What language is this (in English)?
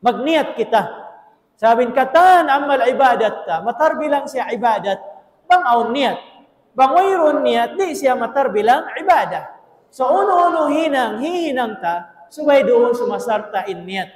Tausug